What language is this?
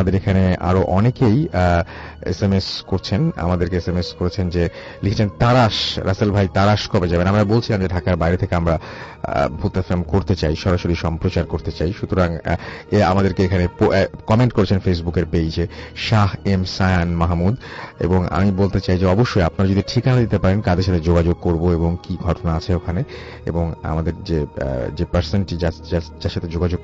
Bangla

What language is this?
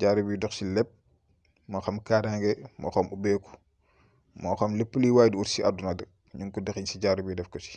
Wolof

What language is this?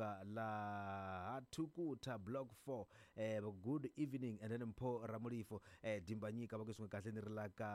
Tsonga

